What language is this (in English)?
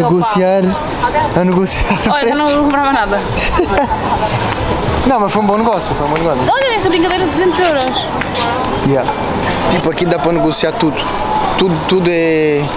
Portuguese